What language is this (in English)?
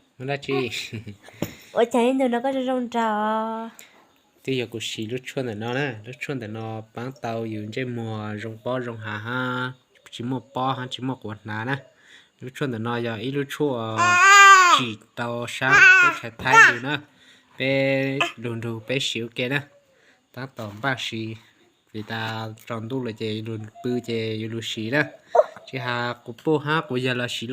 Hmong